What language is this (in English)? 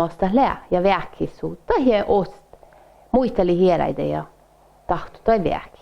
Northern Sami